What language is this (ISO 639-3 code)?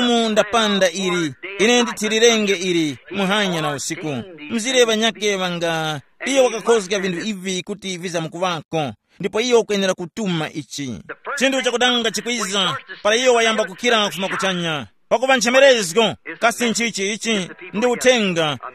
tum